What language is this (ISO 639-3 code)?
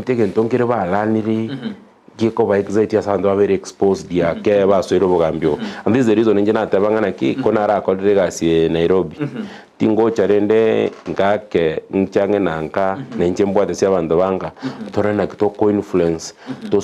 guz